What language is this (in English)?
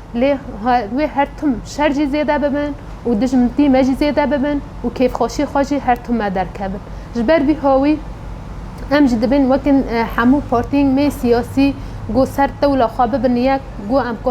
Kurdish